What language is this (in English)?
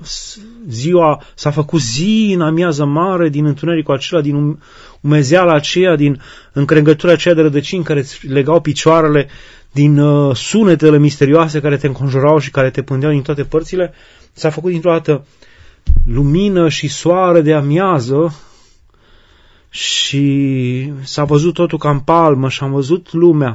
Romanian